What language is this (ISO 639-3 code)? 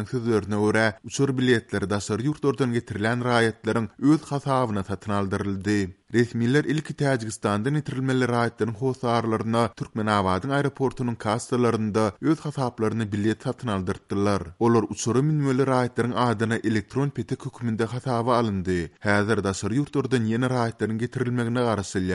tuk